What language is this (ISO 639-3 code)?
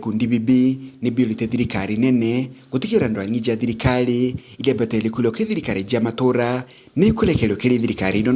mer